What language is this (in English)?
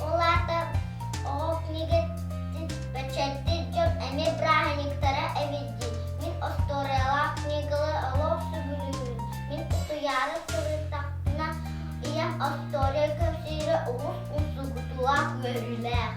Yakut